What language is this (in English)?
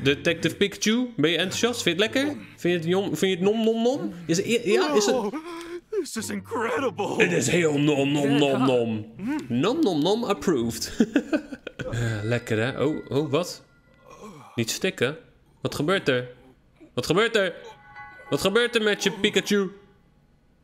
Dutch